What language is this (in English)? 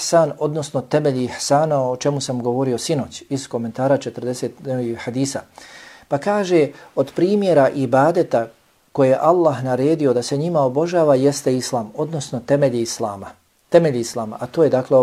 Bosnian